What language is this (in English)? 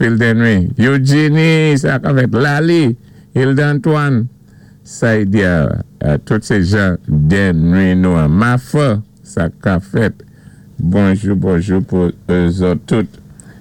Saint Lucian Creole French